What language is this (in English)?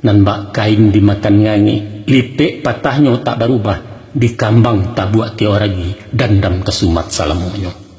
Minangkabau